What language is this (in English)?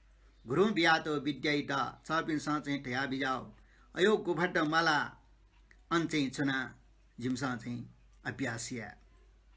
Newari